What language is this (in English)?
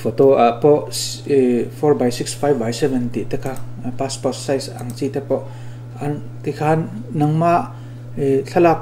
Mizo